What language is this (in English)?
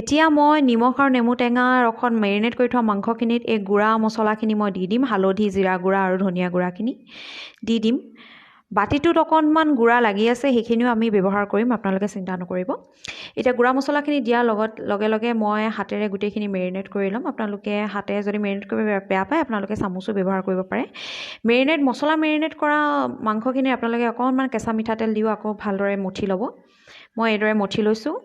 Assamese